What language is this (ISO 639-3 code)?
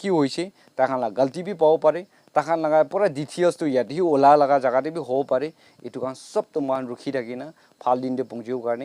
nag